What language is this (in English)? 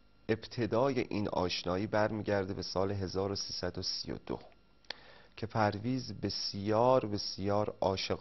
Persian